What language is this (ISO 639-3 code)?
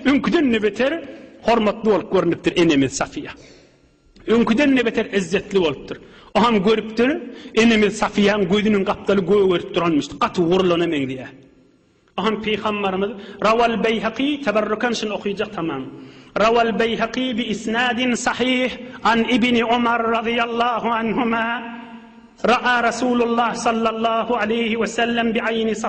tuk